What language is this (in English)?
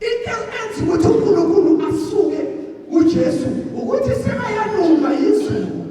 Zulu